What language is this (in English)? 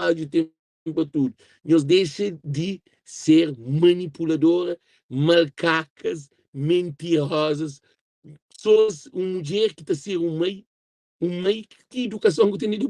Kabuverdianu